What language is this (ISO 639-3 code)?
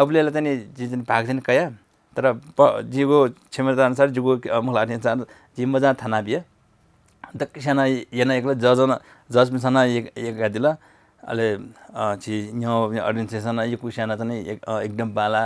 new